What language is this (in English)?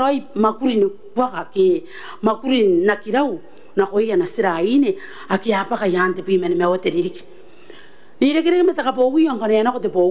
Gilbertese